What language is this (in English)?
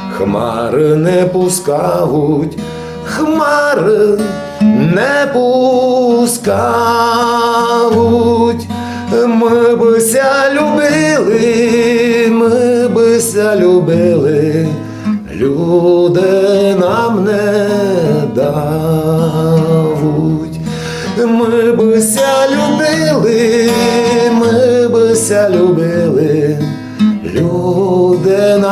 Rusyn